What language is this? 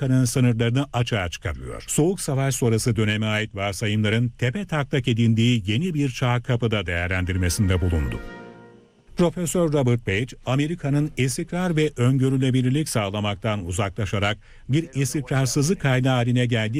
Turkish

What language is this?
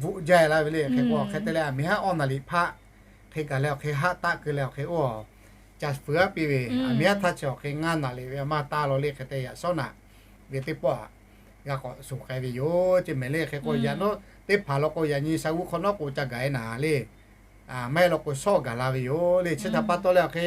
Lahu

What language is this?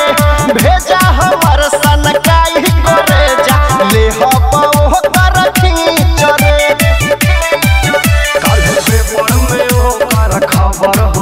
Bhojpuri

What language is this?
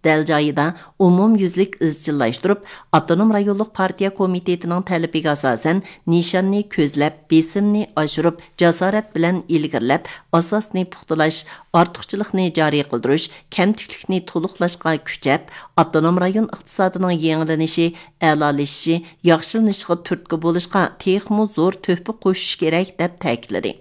Uyghur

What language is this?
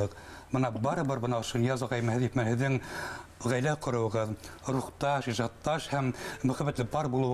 Bashkir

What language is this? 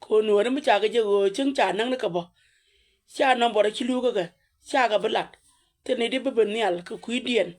Nuer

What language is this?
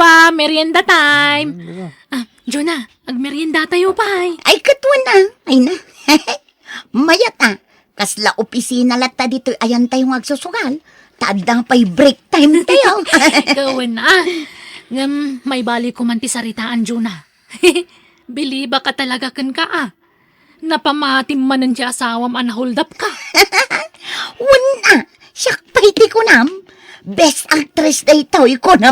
Iloko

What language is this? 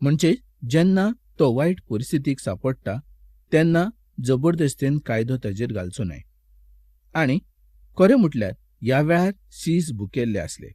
Konkani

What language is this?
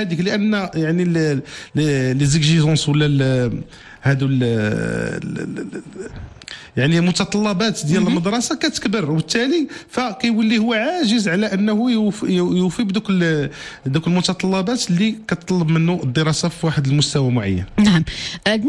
Moroccan Arabic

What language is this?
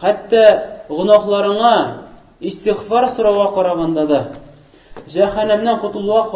Tatar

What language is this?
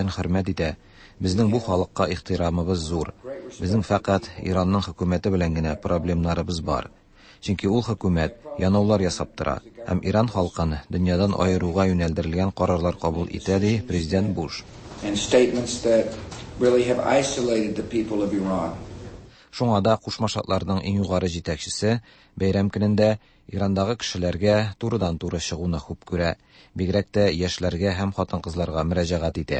Tatar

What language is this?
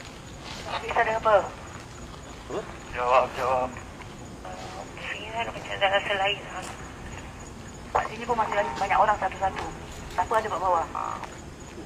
Malay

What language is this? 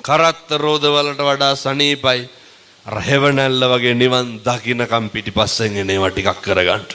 Sinhala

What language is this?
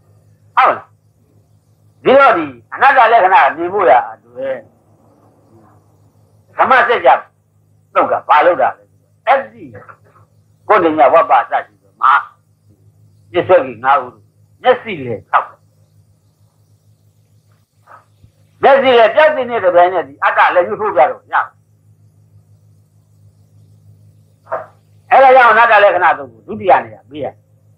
Burmese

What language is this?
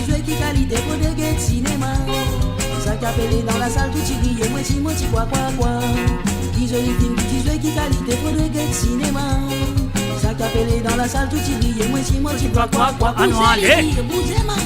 Morisyen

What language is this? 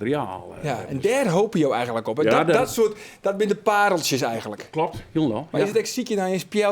Western Frisian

